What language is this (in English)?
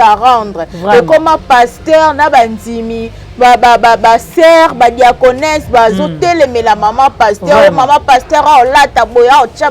Lingala